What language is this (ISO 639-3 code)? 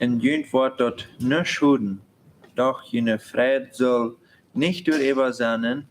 pdt